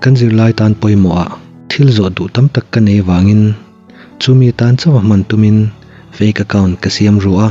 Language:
Mizo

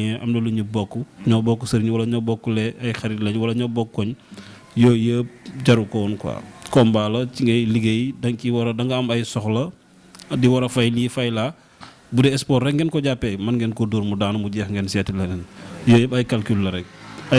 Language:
Wolof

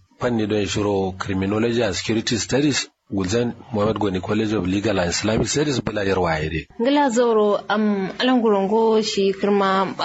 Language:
Kanuri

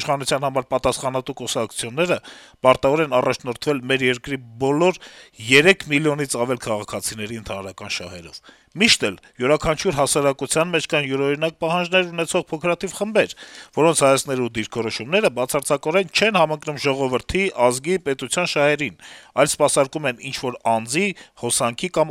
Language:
Armenian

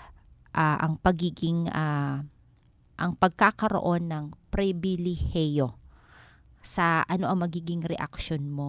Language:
Filipino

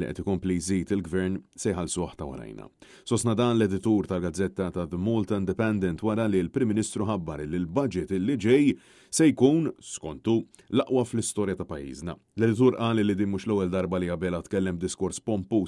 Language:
Maltese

